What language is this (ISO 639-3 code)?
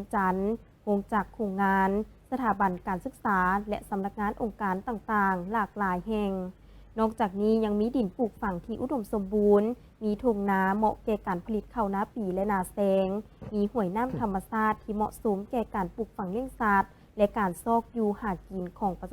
lao